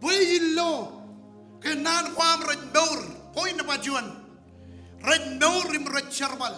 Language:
Marshallese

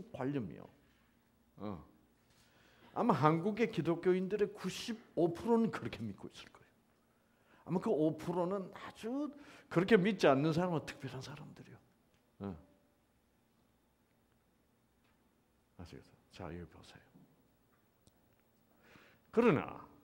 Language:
Korean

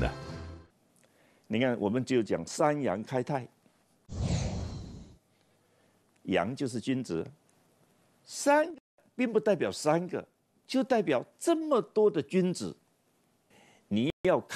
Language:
Chinese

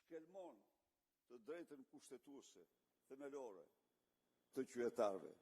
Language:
Albanian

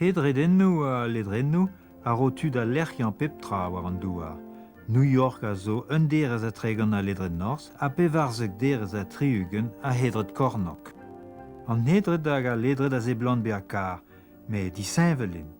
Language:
Breton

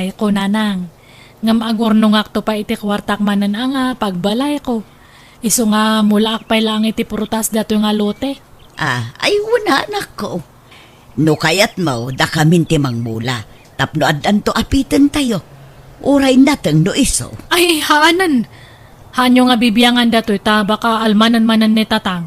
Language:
Iloko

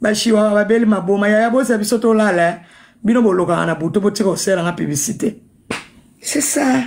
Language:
Lingala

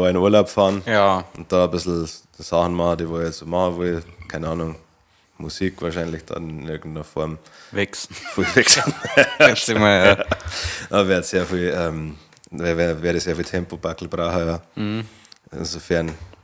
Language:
Bavarian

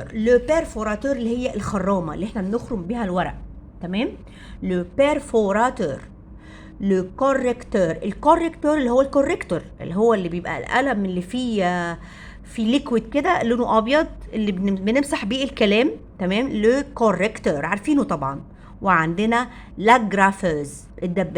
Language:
Egyptian Arabic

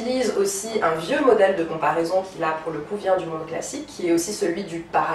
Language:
French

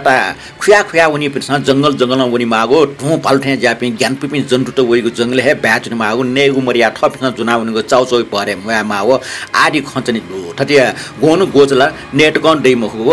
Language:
Newari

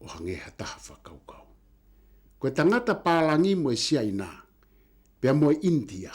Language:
Tongan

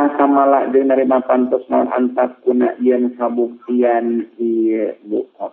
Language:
Sundanese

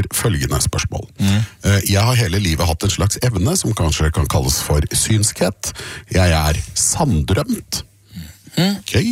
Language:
Norwegian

